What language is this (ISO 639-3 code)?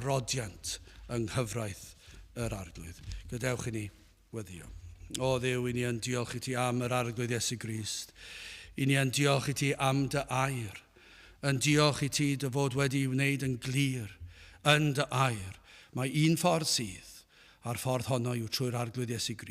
cym